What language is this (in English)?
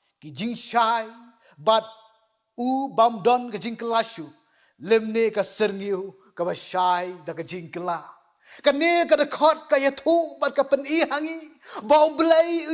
Khasi